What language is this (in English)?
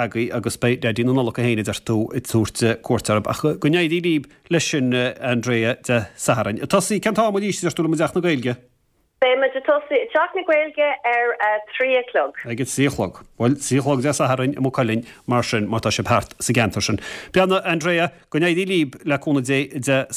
Irish